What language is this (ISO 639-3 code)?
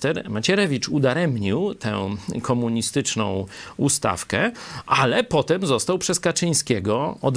pol